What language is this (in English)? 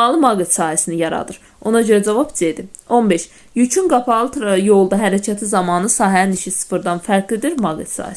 Azerbaijani